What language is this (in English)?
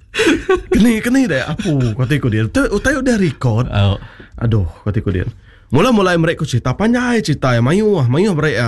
Iban